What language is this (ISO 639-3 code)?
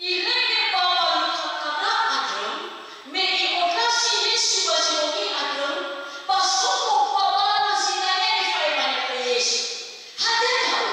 nia